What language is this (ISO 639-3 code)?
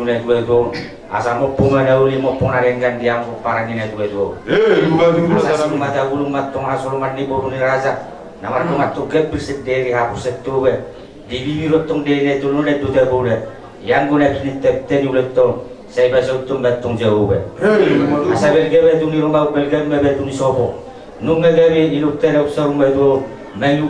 bbc